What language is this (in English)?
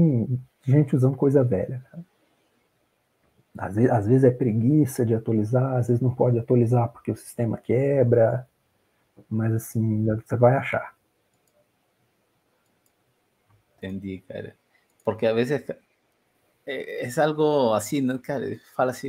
Portuguese